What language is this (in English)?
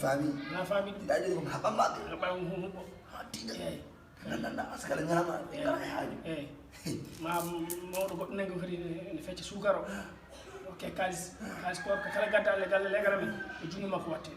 Fula